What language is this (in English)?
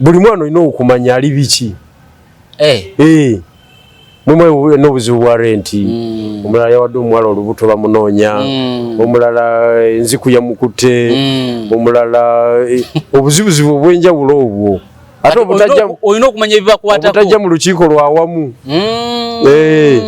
Ganda